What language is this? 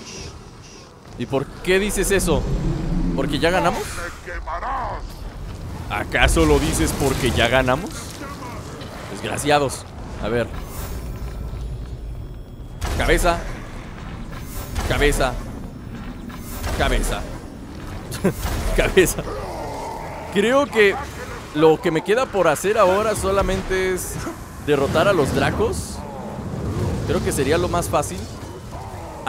Spanish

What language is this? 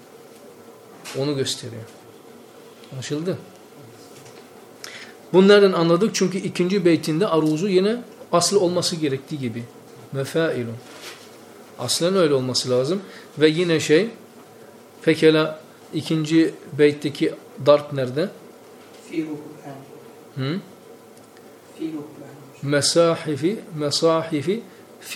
Turkish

